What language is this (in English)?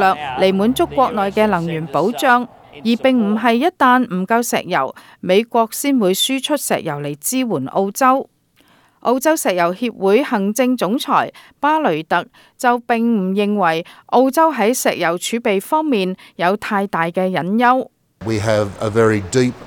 Cantonese